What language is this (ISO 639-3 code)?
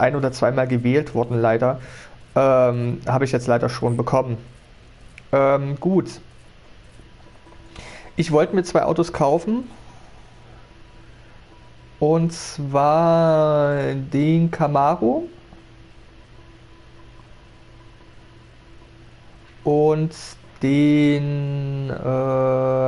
deu